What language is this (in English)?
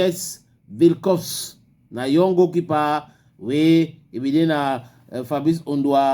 Cameroon Pidgin